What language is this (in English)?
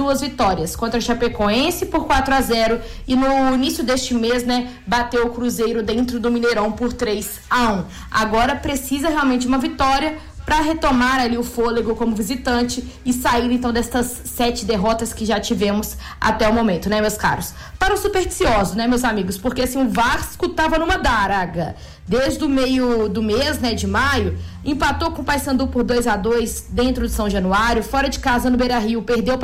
Portuguese